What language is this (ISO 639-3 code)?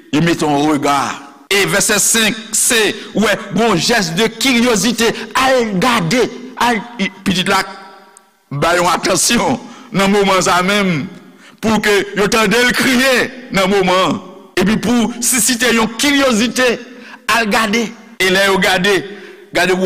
hat